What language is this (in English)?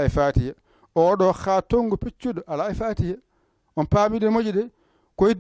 Fula